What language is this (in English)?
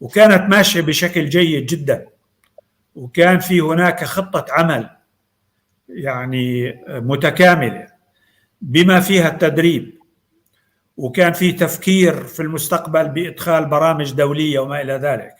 North Levantine Arabic